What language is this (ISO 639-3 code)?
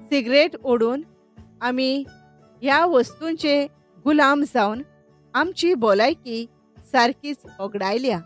kok